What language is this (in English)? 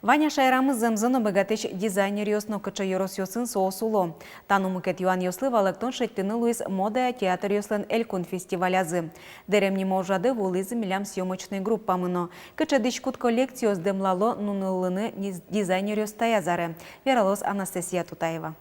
Udmurt